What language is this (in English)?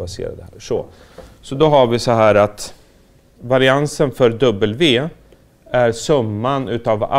Swedish